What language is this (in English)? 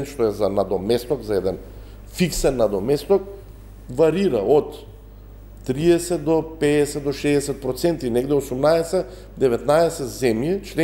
Macedonian